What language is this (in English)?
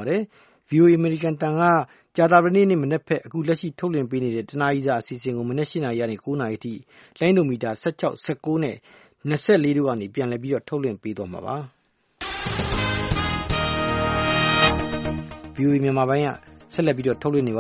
Burmese